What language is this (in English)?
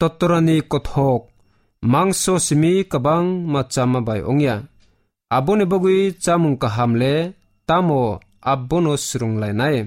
Kok Borok